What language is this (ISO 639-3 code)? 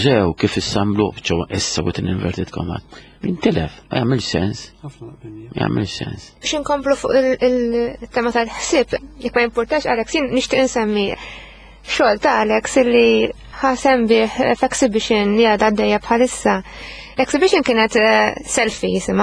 mlt